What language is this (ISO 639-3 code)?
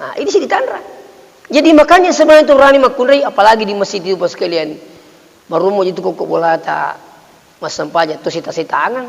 bug